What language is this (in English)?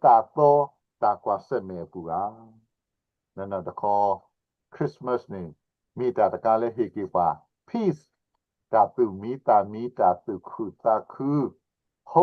S'gaw Karen